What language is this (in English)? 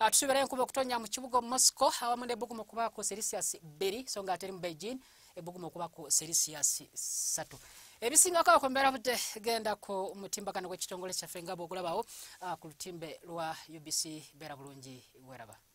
Ganda